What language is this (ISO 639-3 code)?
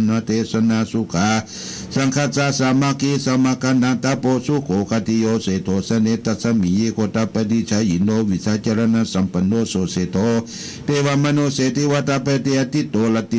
pli